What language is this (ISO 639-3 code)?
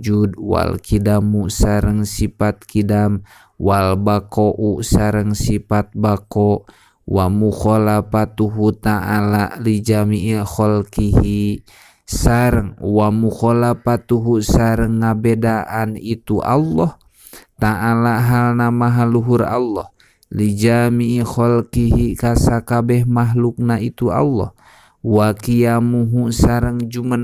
sun